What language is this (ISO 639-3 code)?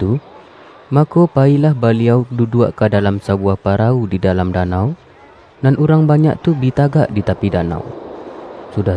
min